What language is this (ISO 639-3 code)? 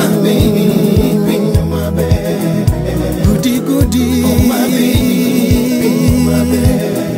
luo